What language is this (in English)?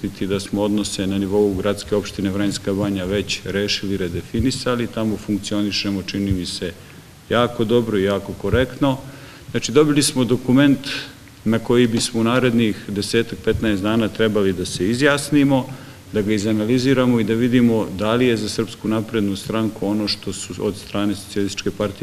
Serbian